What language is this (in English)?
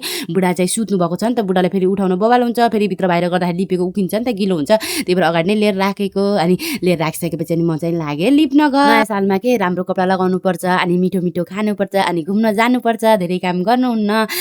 Nepali